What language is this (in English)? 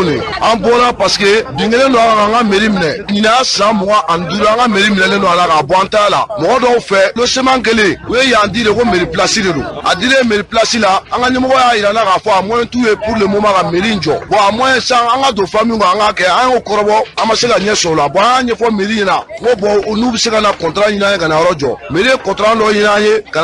Bambara